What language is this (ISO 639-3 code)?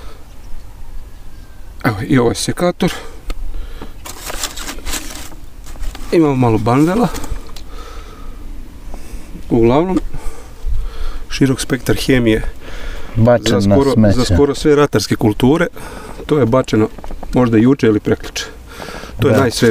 srp